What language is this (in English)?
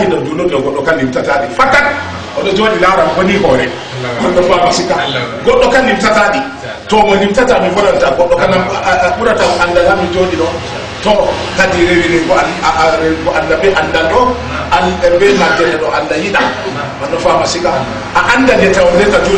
Fula